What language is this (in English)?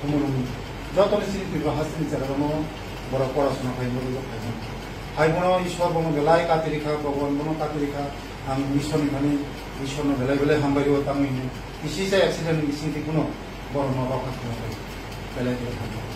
Kok Borok